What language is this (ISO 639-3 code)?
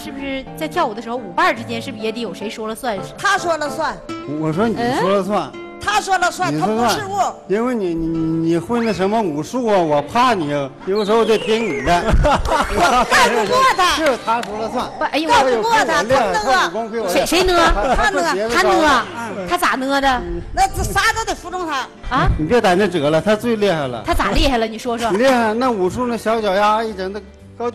zho